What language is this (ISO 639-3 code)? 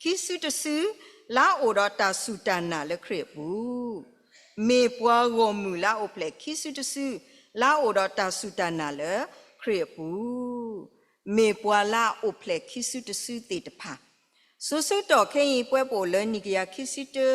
ksw